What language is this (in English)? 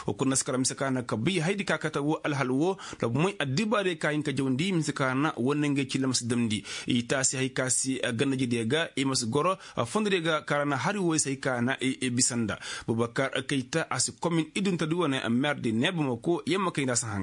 Koyraboro Senni